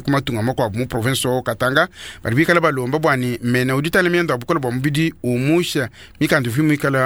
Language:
Luba-Lulua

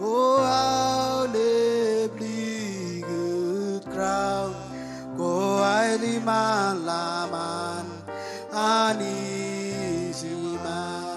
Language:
Marshallese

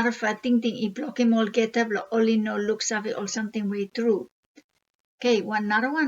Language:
Bislama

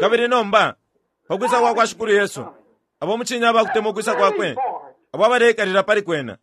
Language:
Bemba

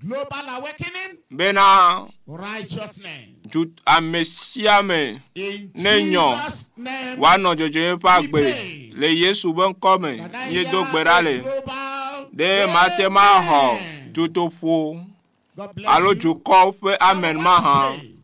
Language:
Ewe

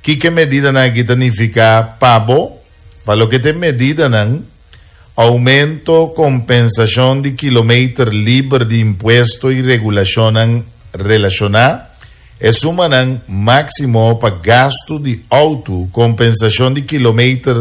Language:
Papiamento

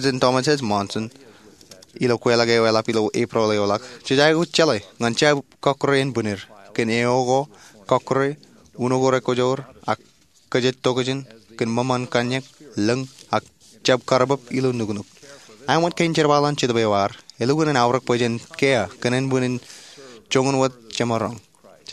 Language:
Marshallese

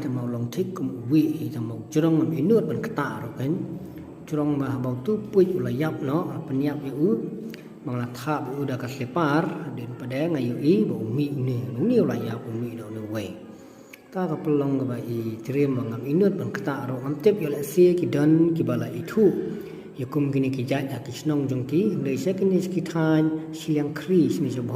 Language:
Khasi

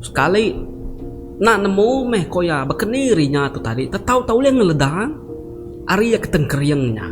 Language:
Iban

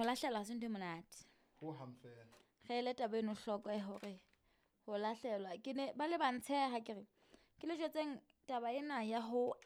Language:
Southern Sotho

